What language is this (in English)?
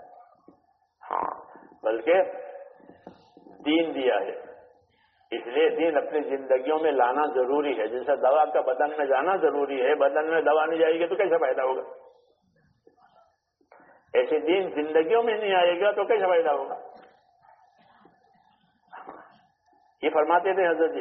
Urdu